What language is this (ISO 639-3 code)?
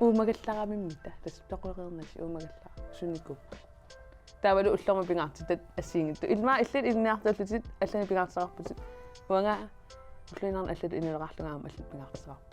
kal